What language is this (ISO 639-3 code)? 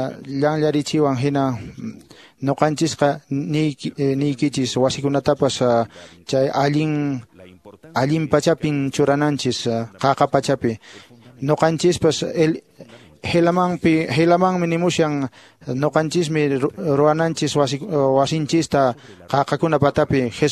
que